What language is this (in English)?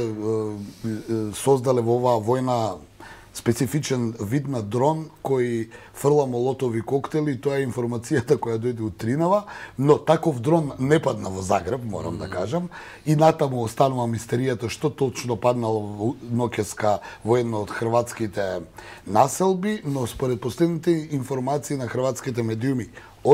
Macedonian